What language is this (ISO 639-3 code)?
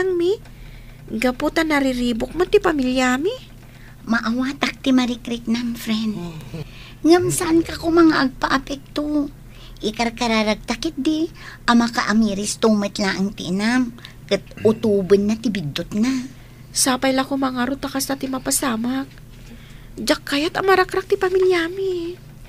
ilo